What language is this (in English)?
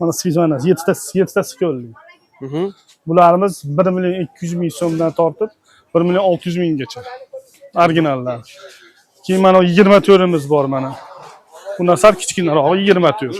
Uzbek